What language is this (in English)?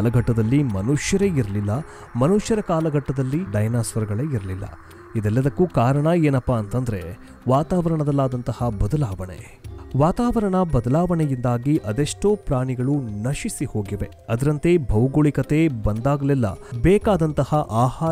Kannada